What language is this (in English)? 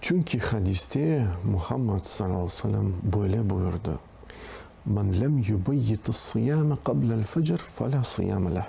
Crimean Tatar